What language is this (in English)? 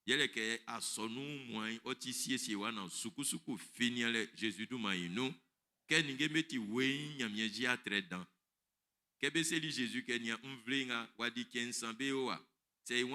Baoulé